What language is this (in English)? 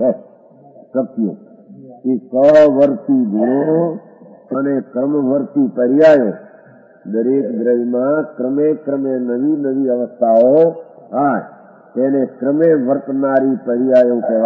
Gujarati